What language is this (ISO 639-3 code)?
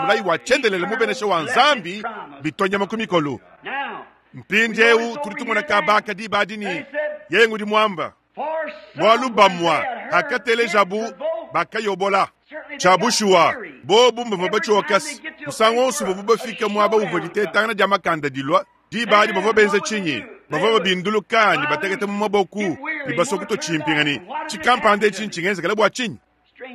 lua